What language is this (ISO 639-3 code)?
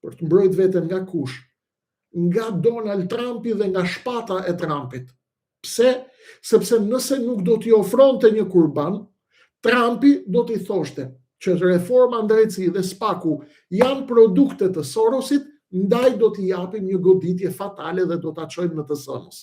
sqi